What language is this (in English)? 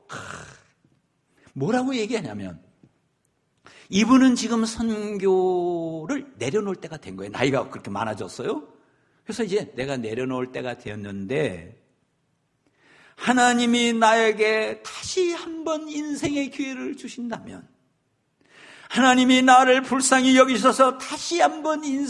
Korean